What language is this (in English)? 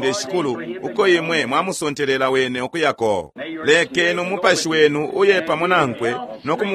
Bemba